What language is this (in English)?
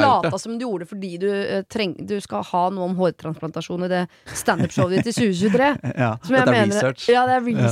Norwegian